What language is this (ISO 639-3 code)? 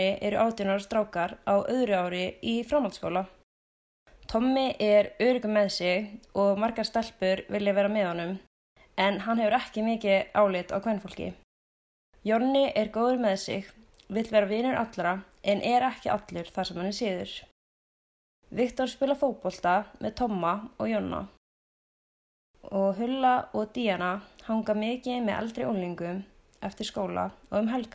isl